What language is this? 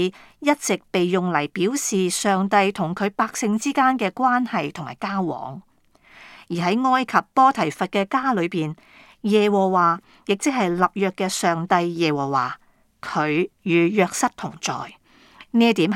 Cantonese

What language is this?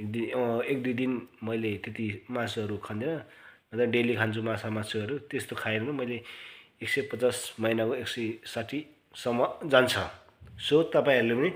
Nepali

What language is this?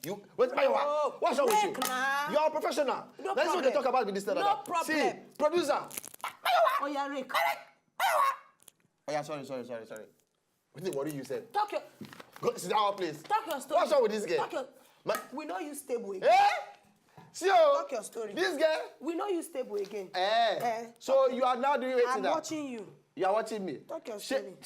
Nigerian Pidgin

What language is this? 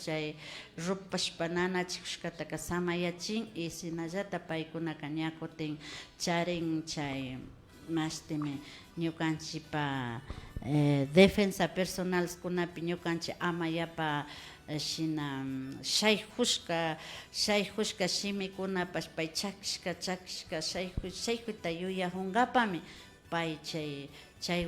Imbabura Highland Quichua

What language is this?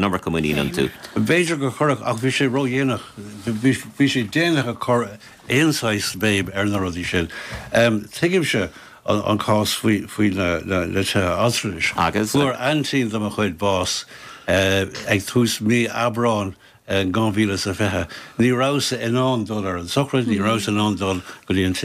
Irish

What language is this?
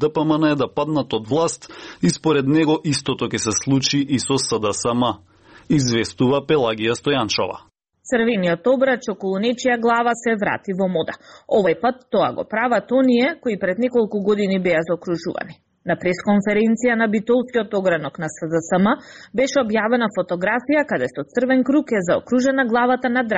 Macedonian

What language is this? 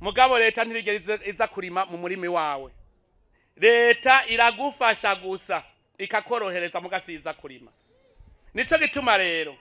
Rundi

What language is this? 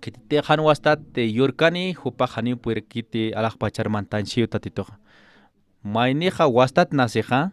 Aymara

